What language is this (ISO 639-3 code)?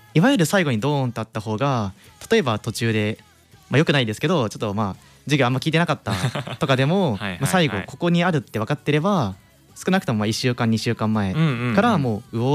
jpn